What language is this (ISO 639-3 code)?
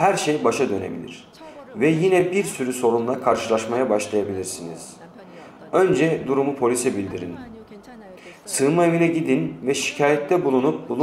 tur